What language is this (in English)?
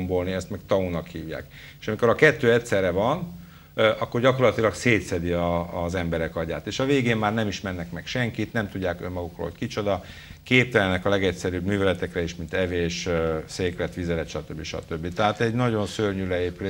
Hungarian